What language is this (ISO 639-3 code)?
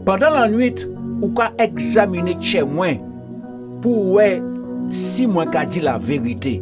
gcf